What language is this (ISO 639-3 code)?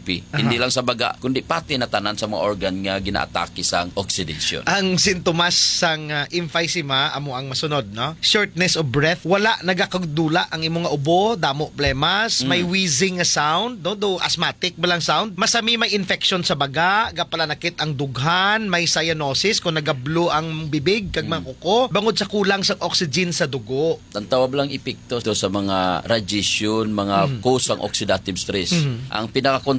hil